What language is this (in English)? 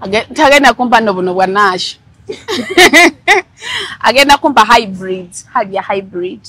Ganda